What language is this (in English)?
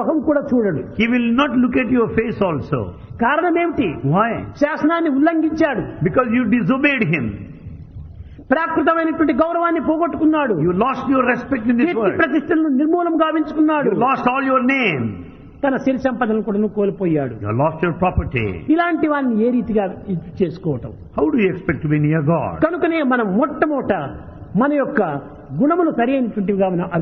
Telugu